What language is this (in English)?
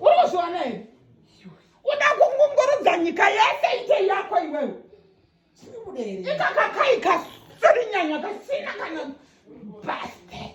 Shona